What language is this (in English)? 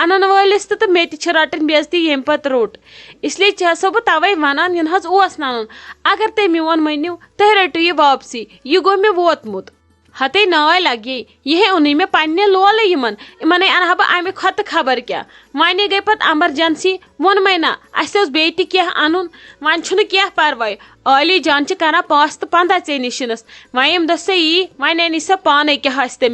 Kashmiri